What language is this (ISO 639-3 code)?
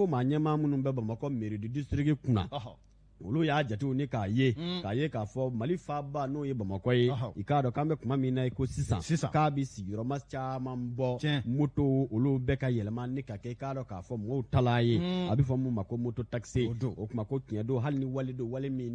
bam